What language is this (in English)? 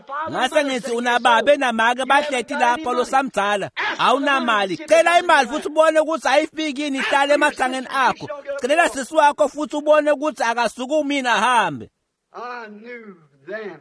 Swati